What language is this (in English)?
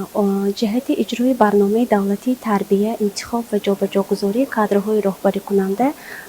Tajik